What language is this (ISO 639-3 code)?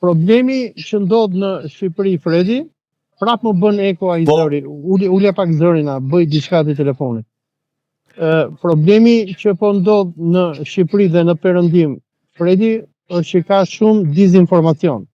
sqi